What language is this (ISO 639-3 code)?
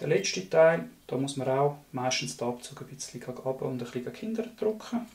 gsw